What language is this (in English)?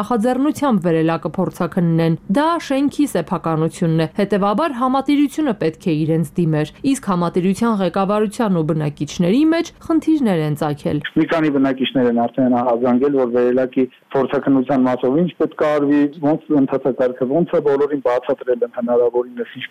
Armenian